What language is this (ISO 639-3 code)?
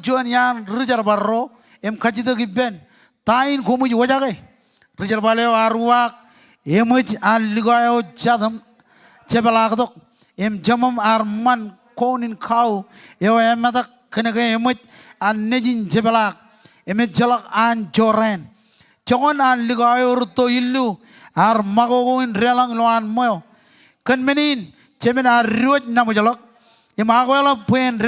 mah